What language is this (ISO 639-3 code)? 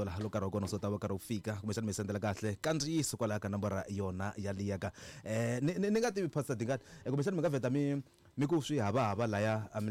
tso